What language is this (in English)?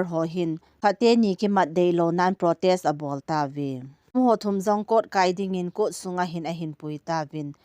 Thado Chin